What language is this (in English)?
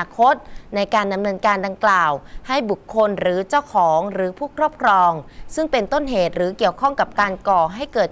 Thai